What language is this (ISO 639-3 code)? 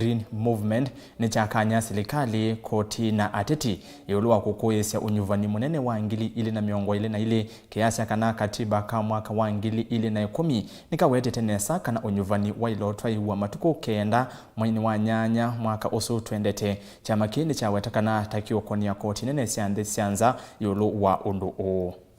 kam